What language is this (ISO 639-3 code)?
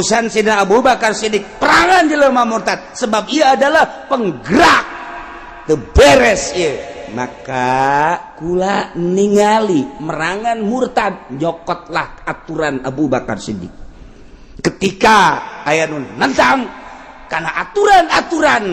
sun